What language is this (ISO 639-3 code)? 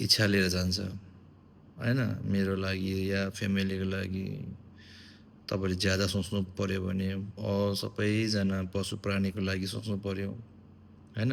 nep